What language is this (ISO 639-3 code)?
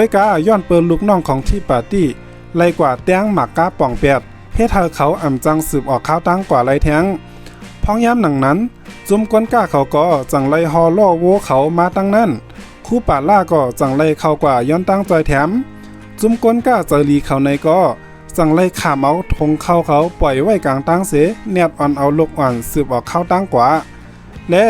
shn